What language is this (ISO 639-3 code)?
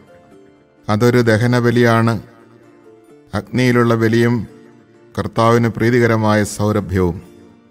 mal